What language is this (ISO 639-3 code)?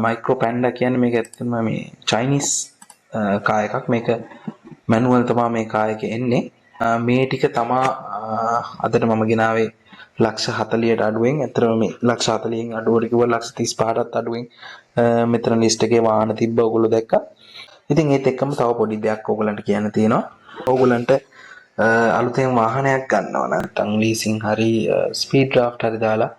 sin